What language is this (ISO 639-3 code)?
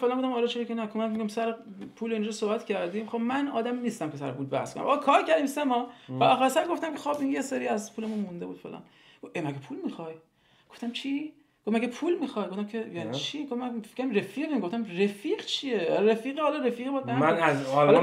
fas